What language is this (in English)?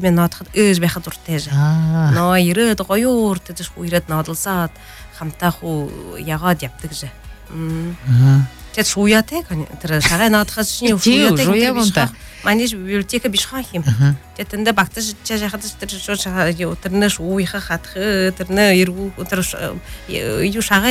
Buriat